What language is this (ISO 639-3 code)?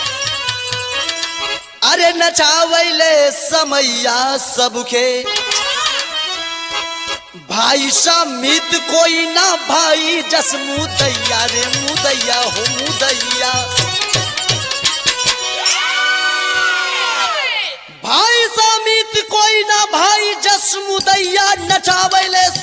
bho